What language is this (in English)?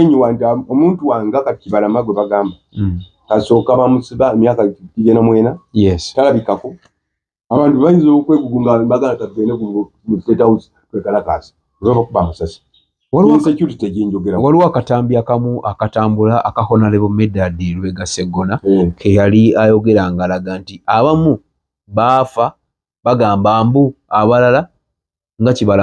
Ganda